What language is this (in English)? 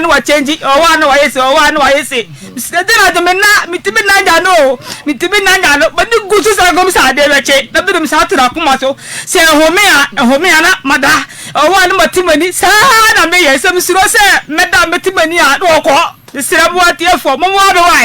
Akan